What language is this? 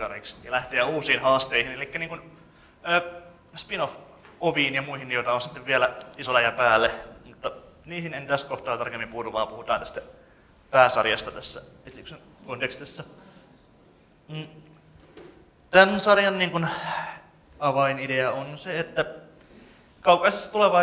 Finnish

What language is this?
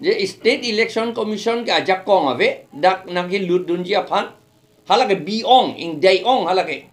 Karbi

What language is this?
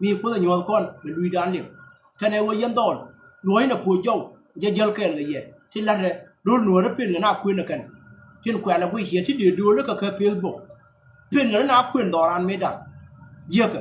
Nuer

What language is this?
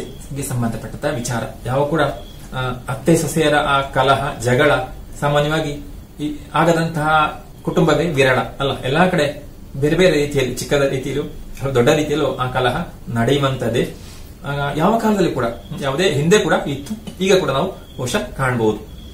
Kannada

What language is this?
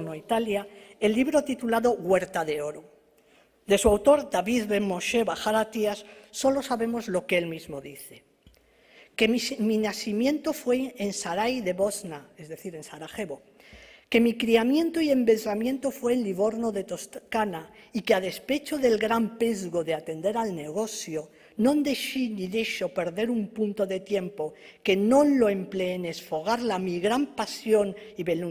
Ladino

